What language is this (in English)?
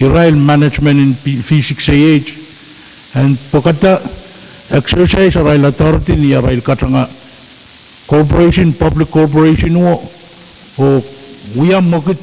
Pohnpeian